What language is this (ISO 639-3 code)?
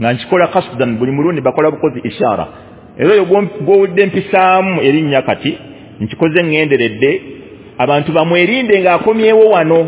lug